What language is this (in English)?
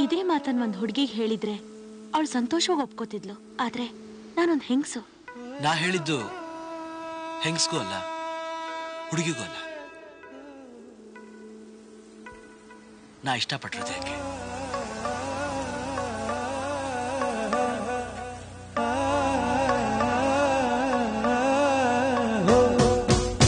Kannada